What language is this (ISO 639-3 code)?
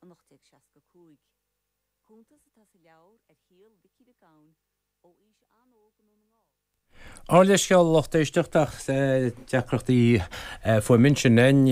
gle